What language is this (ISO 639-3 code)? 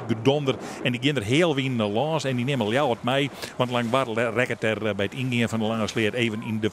fry